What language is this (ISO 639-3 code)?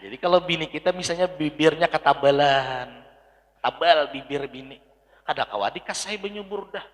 bjn